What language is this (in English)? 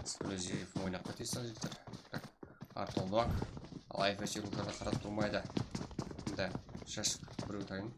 Kara-Kalpak